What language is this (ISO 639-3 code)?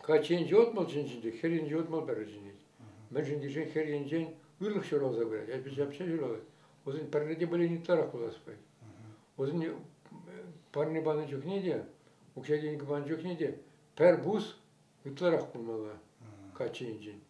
chv